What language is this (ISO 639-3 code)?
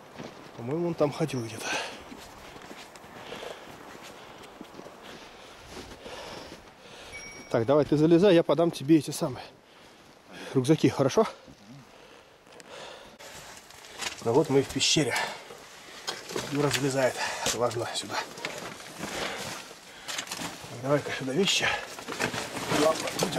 rus